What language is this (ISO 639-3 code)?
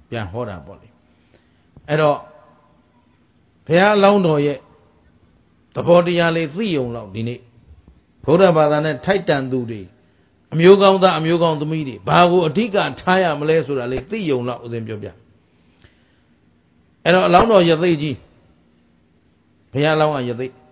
mya